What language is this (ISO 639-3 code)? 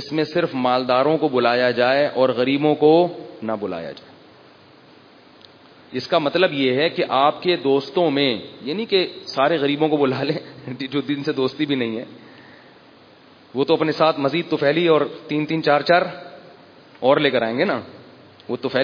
urd